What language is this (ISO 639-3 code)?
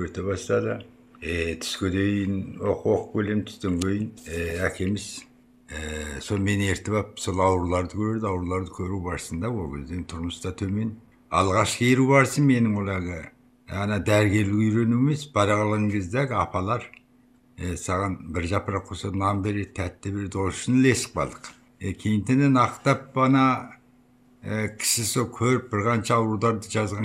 kaz